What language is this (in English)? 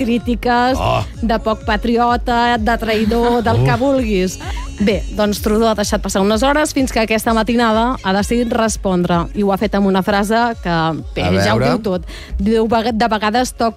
Catalan